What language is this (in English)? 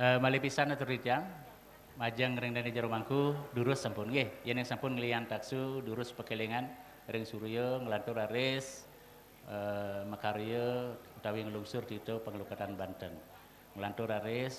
Balinese